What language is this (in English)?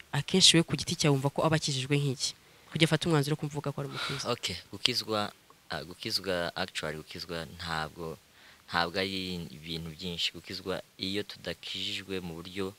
Kinyarwanda